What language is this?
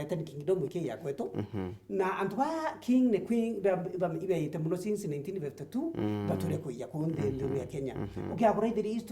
Meru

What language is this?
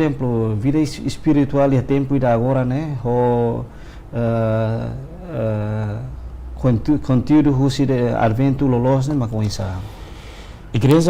Tetum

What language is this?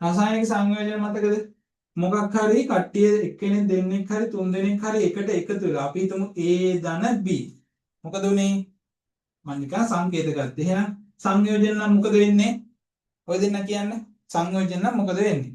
Sinhala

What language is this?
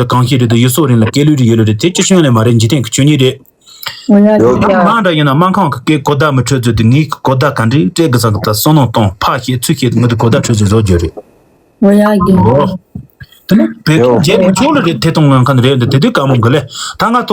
Tibetan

